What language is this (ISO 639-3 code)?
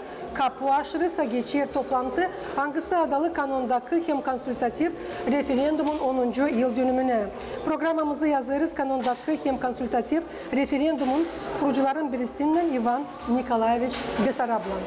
gag